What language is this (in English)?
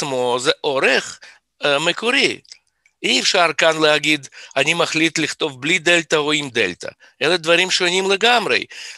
Hebrew